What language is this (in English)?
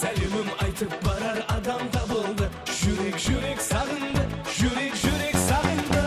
Kara-Kalpak